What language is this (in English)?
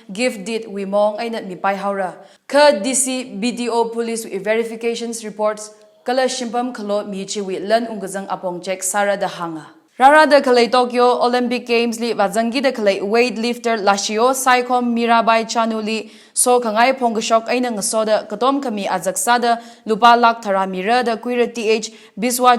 Tangkhul Naga (India)